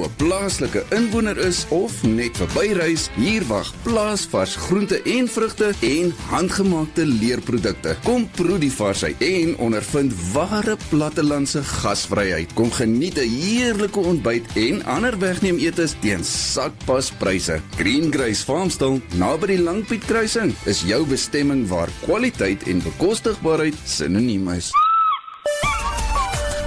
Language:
Afrikaans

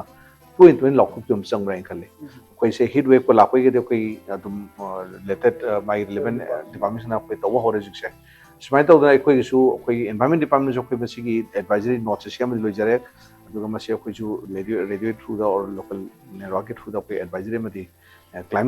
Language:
Manipuri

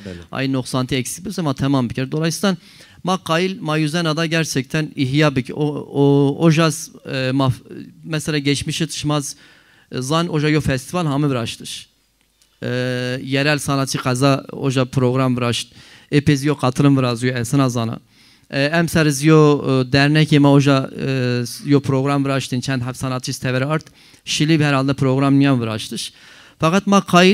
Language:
Zaza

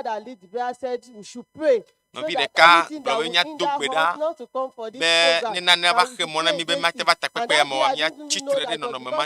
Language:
Ewe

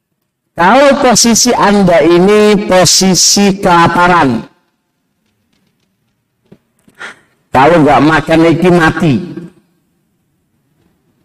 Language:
Indonesian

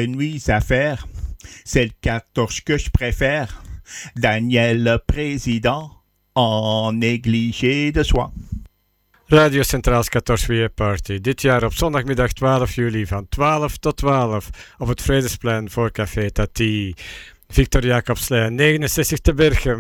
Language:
Dutch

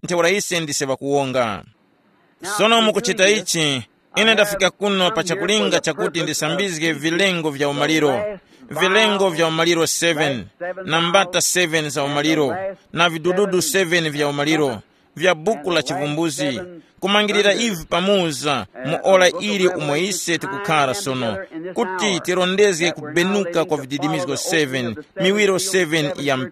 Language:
Tumbuka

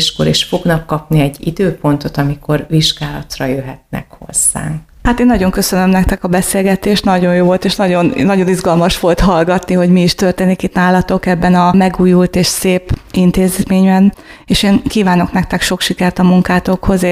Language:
Hungarian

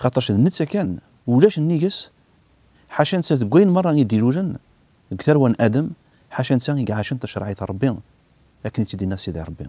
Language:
Kabyle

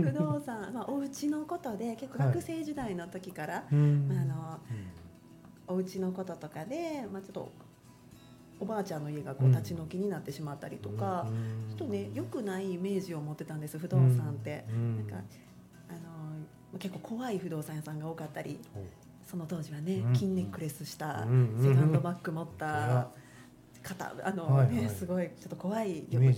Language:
Japanese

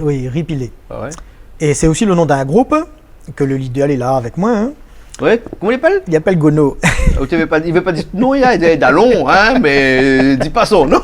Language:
Réunion Creole French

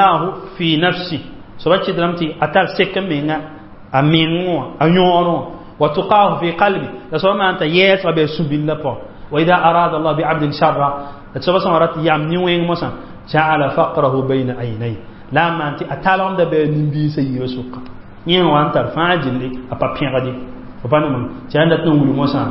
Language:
Mossi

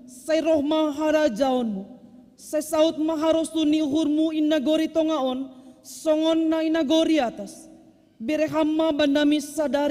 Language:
Batak Simalungun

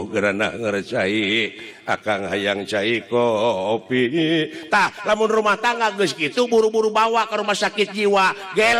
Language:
Sundanese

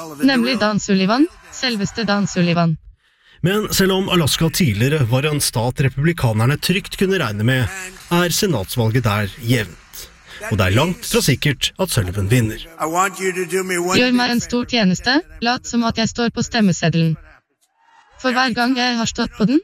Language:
Norwegian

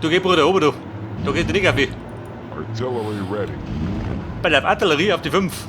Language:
Bavarian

